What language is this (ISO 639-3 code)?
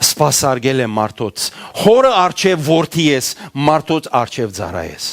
hyw